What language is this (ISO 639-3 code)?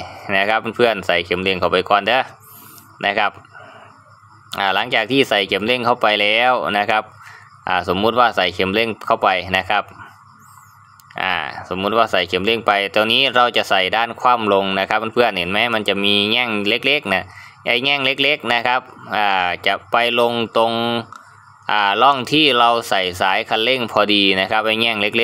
tha